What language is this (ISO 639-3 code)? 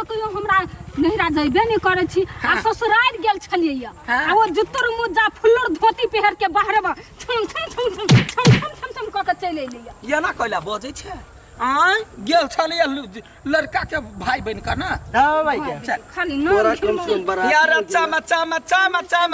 mai